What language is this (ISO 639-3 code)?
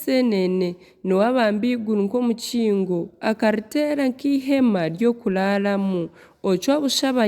nyn